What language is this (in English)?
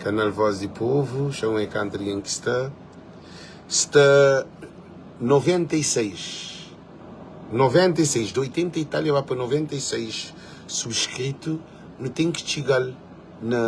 Kabuverdianu